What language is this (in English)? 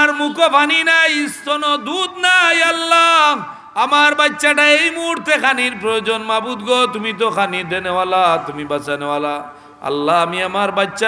Sylheti